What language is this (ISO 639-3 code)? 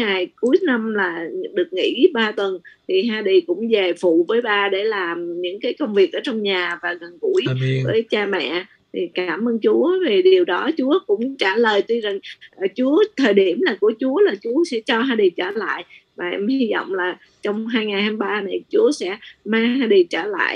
vie